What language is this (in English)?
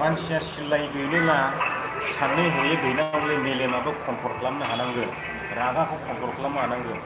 Bodo